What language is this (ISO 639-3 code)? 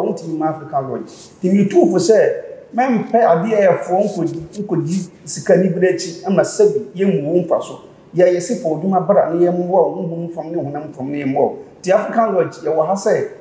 aka